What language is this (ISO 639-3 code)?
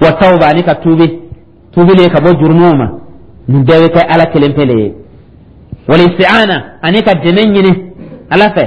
dyu